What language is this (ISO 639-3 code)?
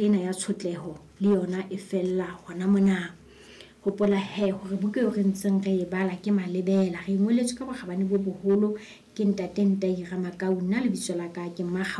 sot